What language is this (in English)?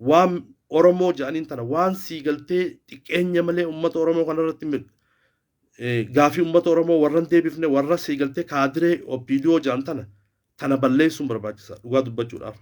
Oromo